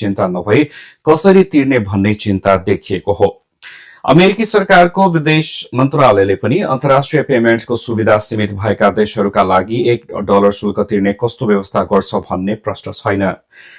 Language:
Nepali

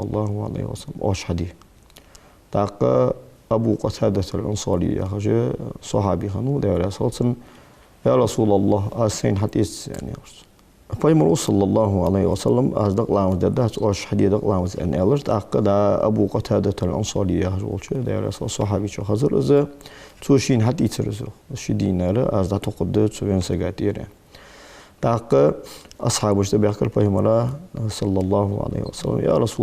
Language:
Ingush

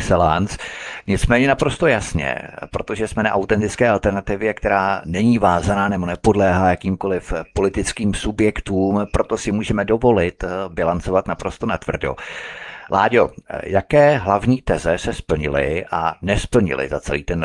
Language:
Czech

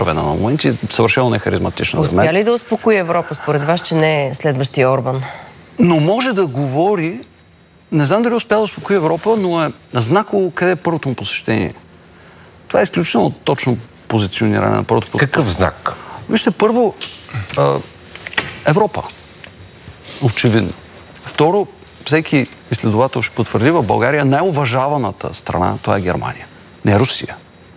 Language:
Bulgarian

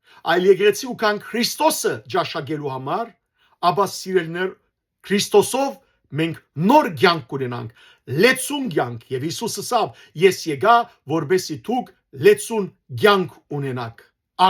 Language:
Western Armenian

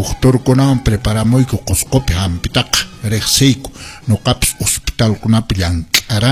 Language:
Quechua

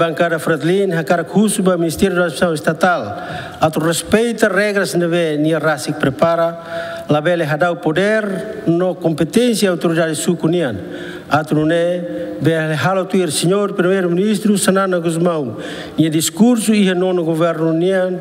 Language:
Tetum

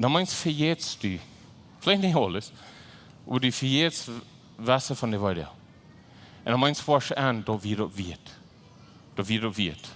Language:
Plautdietsch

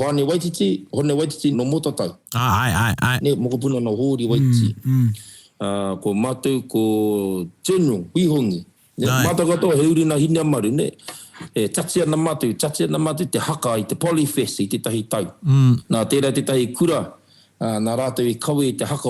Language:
Māori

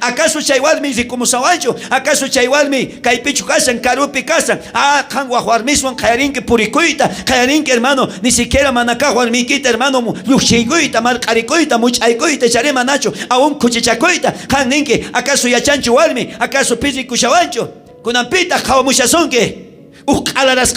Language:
South Bolivian Quechua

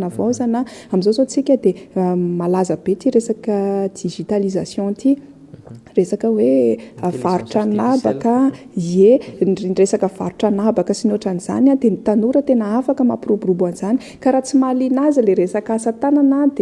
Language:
Malagasy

